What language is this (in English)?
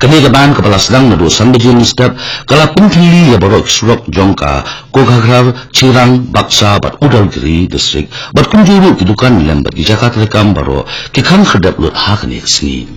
Khasi